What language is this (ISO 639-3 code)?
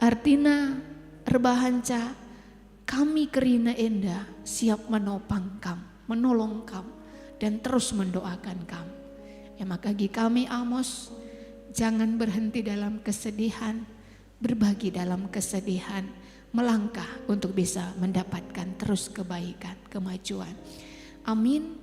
btx